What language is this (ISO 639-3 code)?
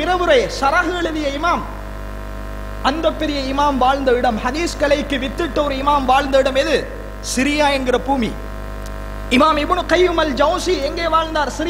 tam